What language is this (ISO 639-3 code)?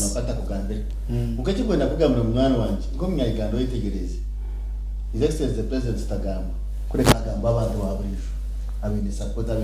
nyn